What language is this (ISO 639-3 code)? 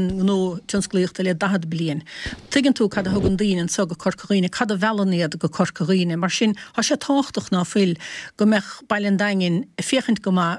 gle